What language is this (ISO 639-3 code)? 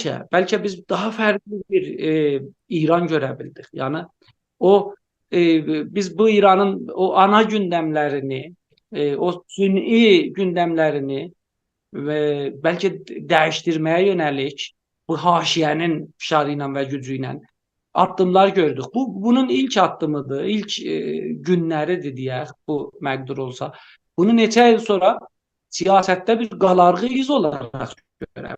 azb